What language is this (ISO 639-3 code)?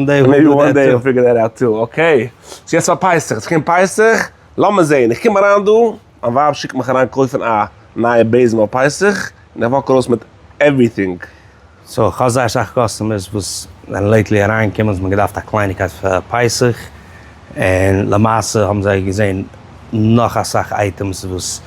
yid